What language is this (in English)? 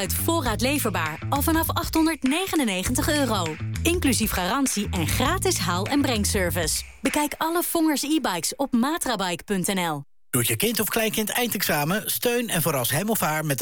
Dutch